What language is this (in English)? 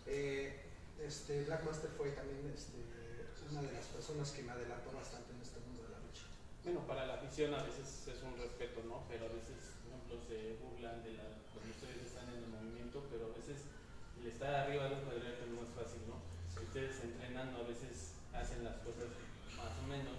Spanish